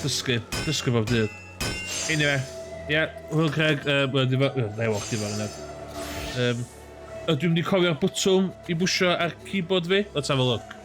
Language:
Welsh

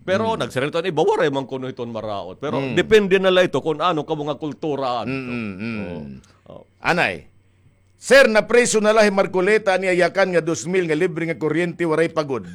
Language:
Waray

